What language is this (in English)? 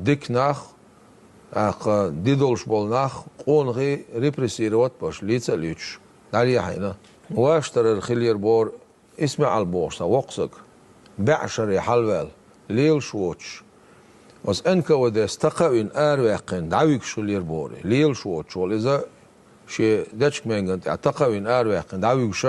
Chechen